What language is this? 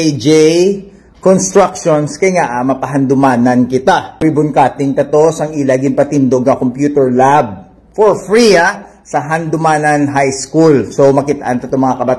Hiligaynon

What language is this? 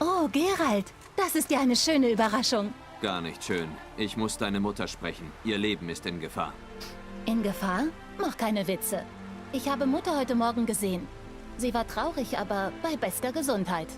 Swiss German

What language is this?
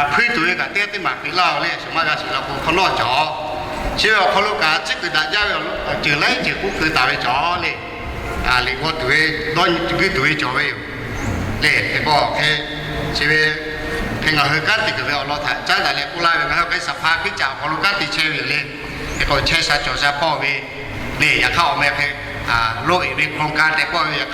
Lahu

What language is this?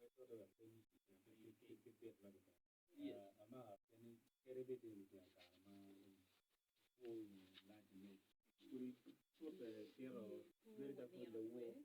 Acoli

